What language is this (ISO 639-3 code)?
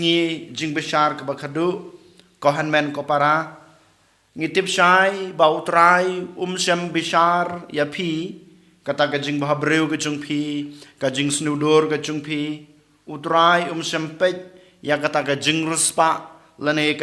kha